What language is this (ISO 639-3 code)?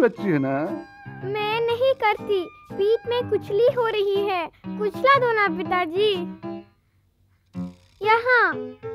hin